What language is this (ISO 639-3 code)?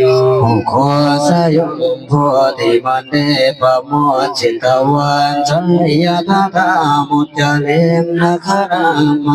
tts